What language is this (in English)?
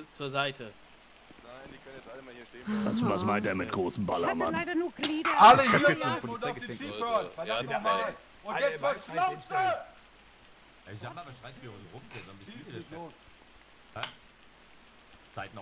German